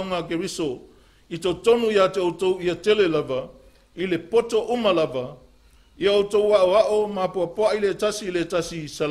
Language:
Samoan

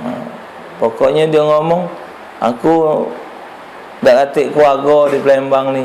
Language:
Musi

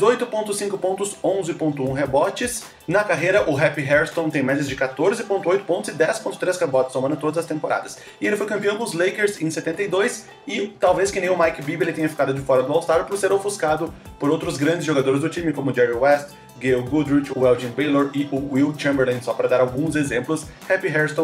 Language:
Portuguese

